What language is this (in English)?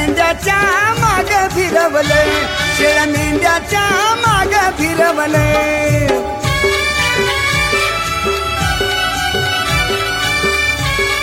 Marathi